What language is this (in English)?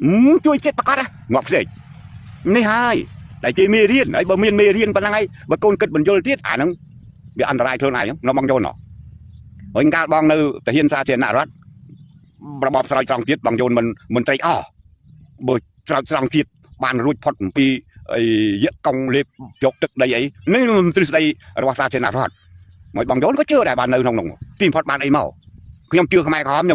Khmer